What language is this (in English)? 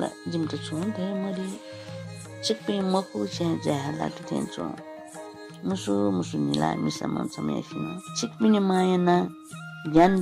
Newari